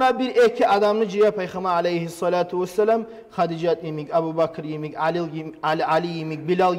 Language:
Kumyk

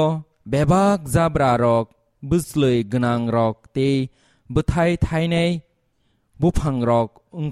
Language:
Kok Borok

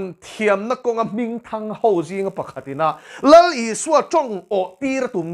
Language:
Mizo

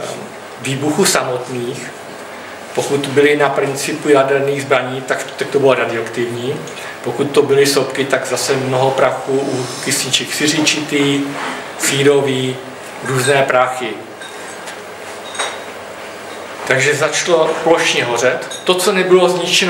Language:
Czech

